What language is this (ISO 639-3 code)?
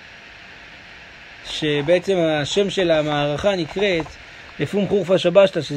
heb